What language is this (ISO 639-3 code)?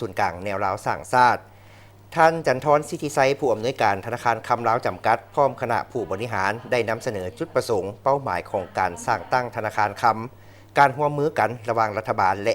lao